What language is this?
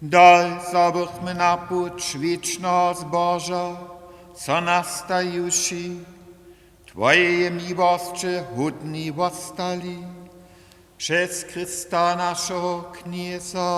Upper Sorbian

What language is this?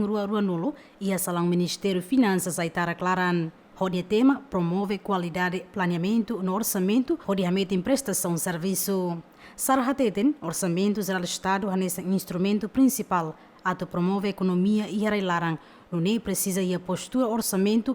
Tetum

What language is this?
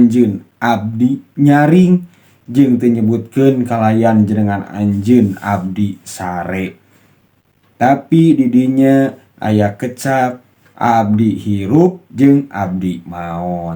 Sundanese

